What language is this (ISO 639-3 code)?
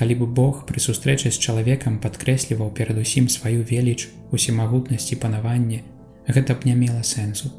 bel